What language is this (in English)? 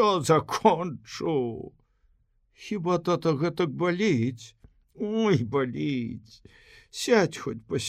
Belarusian